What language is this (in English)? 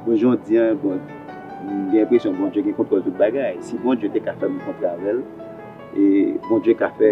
Haitian Creole